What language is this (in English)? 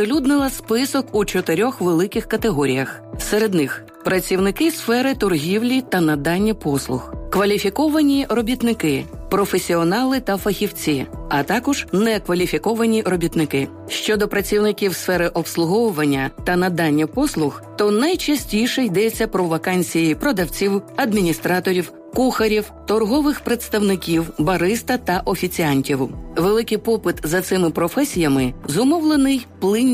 Ukrainian